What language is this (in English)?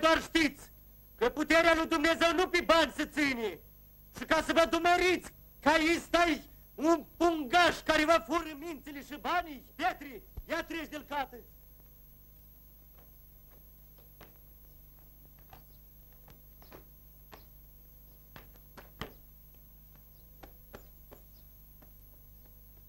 Romanian